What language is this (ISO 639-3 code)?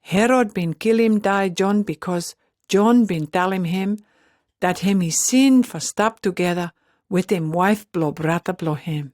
pis